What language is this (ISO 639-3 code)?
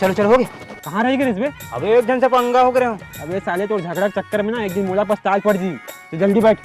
hne